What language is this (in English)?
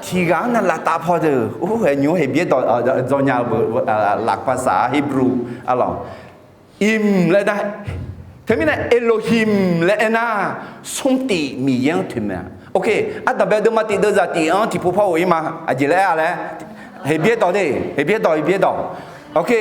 Akha